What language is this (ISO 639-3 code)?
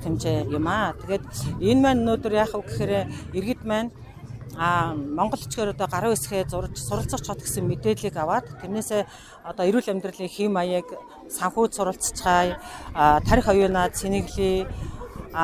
mon